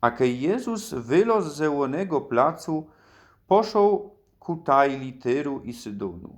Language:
Silesian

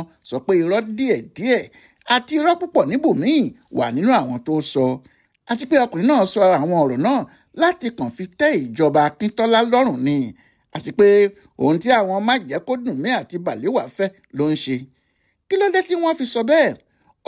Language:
Yoruba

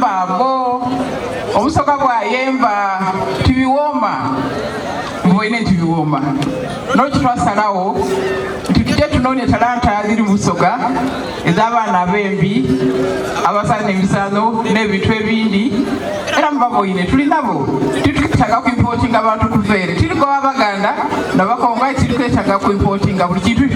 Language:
Soga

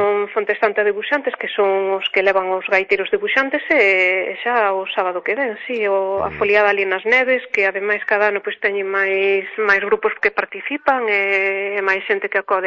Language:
Galician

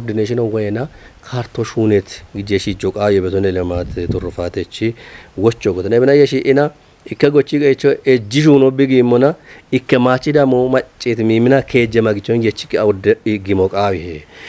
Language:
Kafa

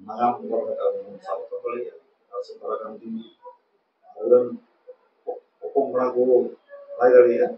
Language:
Santali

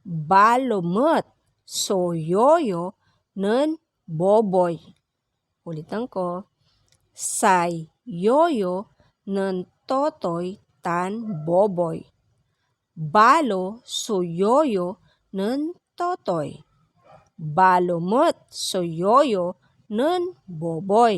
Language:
Pangasinan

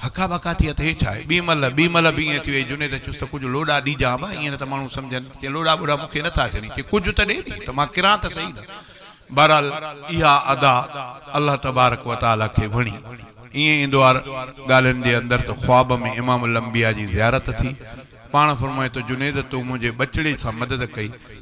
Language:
Sindhi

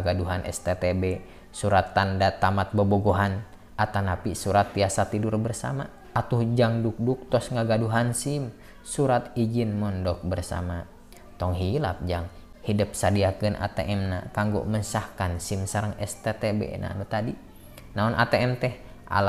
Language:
Sundanese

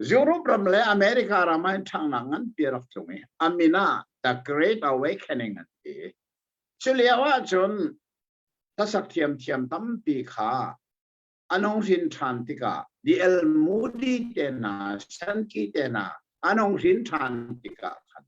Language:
Hakha Chin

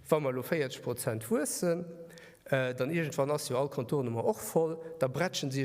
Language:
Luxembourgish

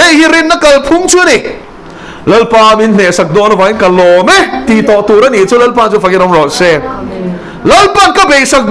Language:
Mizo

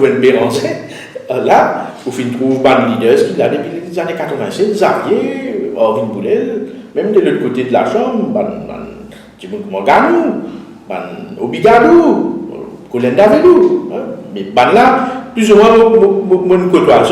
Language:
Morisyen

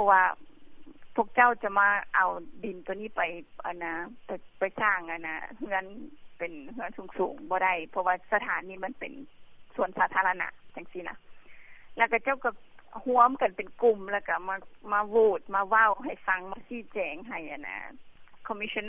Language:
Lao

